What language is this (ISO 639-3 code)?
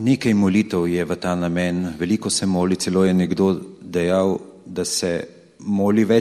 slv